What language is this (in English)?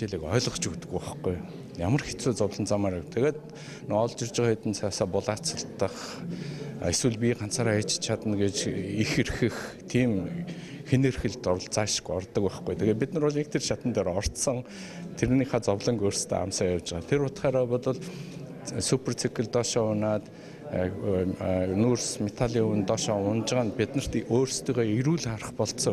Mongolian